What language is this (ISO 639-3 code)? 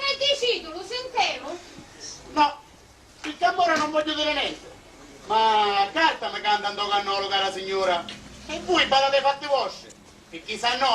scn